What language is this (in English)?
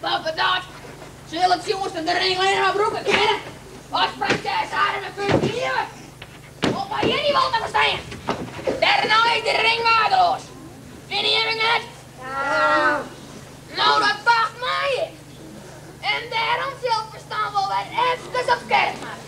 Western Frisian